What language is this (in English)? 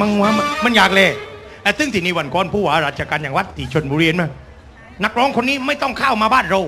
Thai